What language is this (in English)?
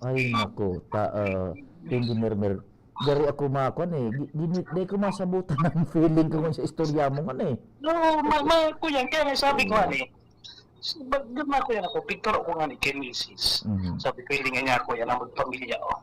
Bikol